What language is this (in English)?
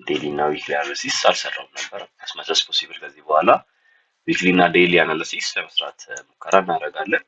Amharic